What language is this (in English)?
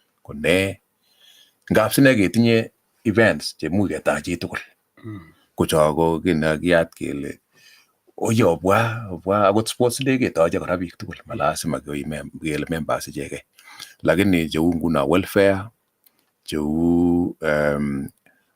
Kalenjin